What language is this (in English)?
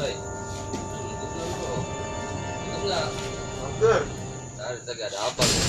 Betawi